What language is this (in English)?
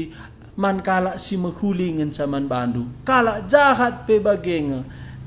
Batak Karo